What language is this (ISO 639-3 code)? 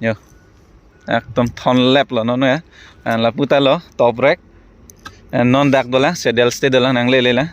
mjw